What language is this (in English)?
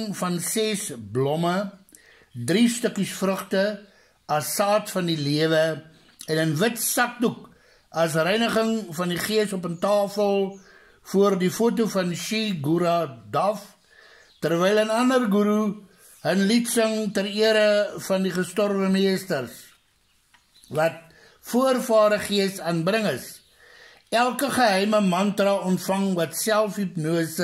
Afrikaans